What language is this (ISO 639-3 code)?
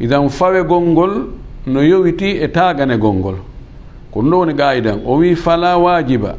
ful